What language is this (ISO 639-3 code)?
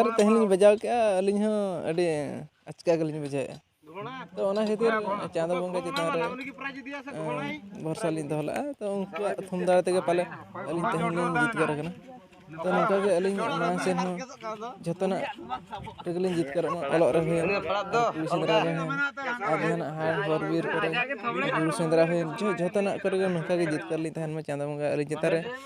sat